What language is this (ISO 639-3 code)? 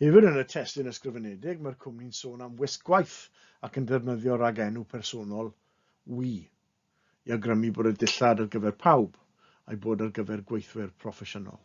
cym